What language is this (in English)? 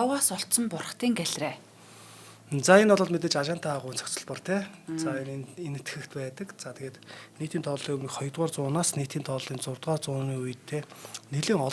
Mongolian